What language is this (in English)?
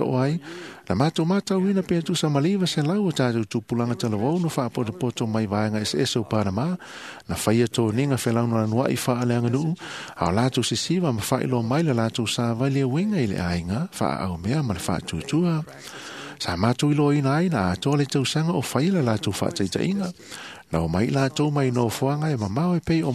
Samoan